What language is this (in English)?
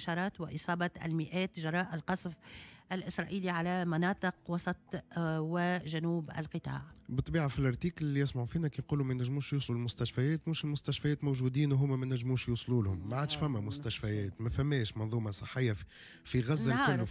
Tunisian Arabic